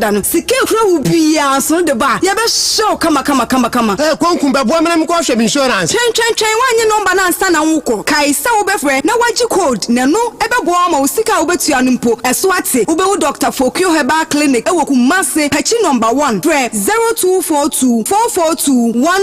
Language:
Akan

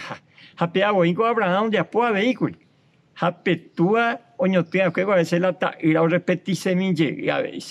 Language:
Guarani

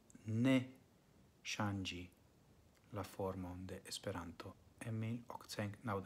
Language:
Esperanto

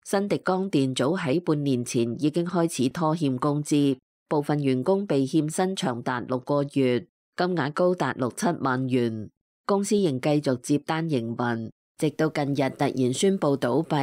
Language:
Cantonese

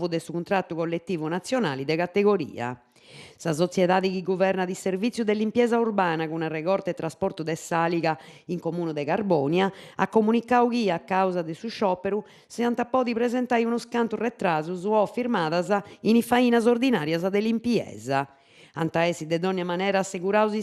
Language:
Sardinian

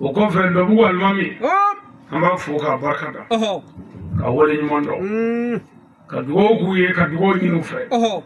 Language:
Bambara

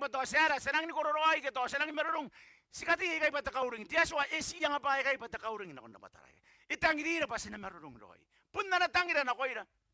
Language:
Gilbertese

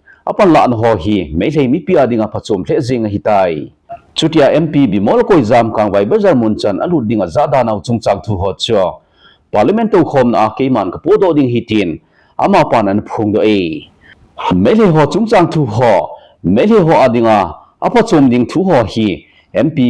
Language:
Thado Chin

